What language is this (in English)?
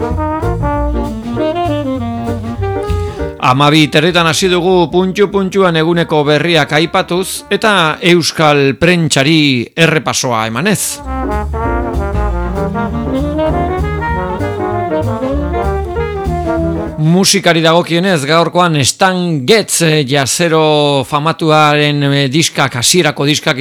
Basque